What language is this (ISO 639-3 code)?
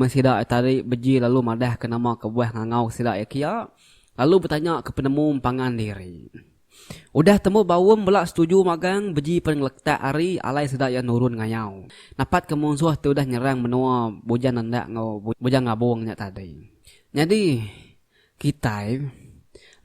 iba